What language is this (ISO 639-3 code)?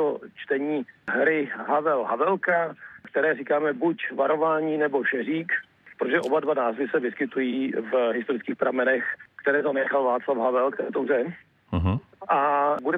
ces